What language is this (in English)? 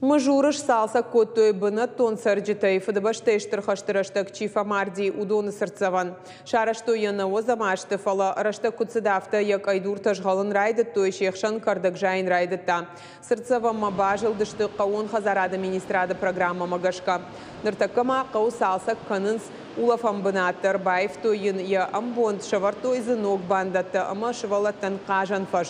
Ossetic